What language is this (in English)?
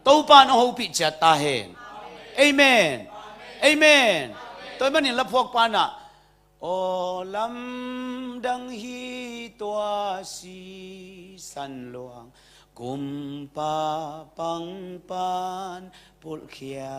Tedim Chin